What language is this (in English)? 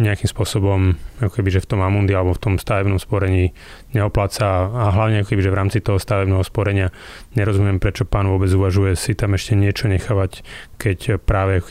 Slovak